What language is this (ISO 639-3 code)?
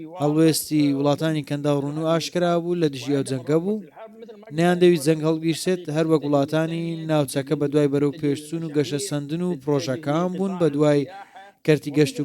ckb